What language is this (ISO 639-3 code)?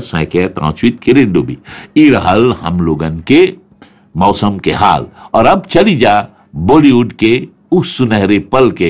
bho